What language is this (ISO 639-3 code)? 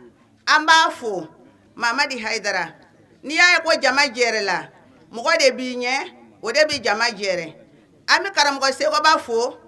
bam